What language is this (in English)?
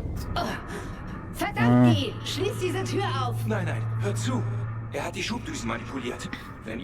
Swiss German